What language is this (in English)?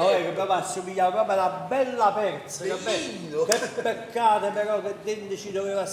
Neapolitan